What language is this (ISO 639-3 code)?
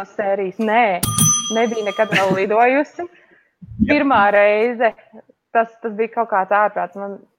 lav